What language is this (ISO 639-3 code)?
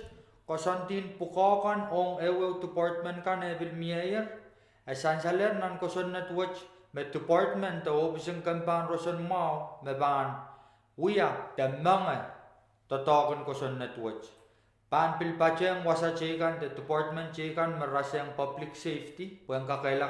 pon